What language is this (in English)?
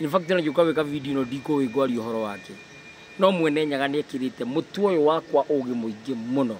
Kikuyu